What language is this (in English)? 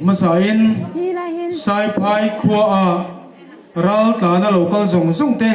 Hmar